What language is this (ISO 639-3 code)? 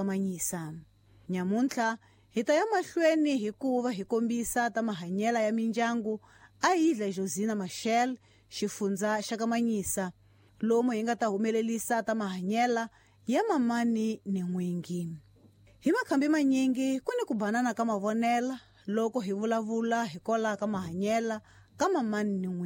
tso